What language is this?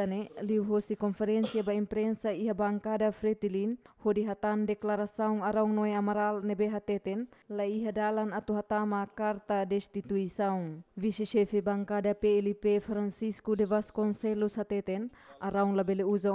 Tetum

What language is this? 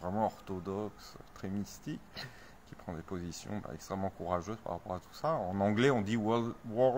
French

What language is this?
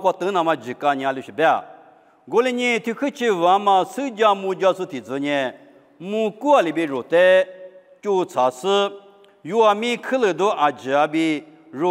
Lisu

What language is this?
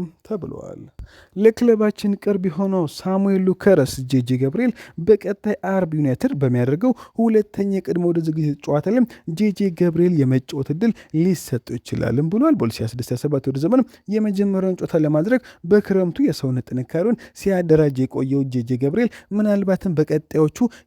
Amharic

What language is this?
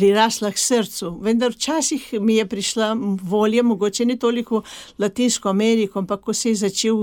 Slovenian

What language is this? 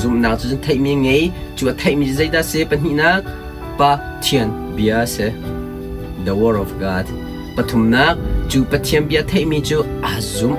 Hakha Chin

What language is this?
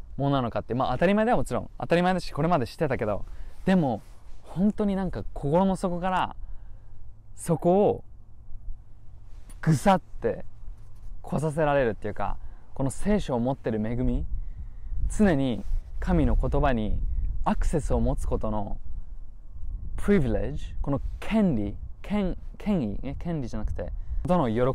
Japanese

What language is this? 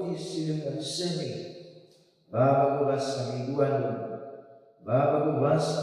Nias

